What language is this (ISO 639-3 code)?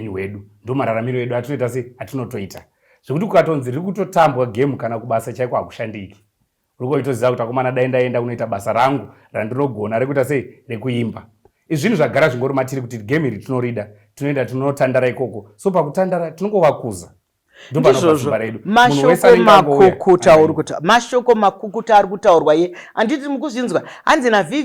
sna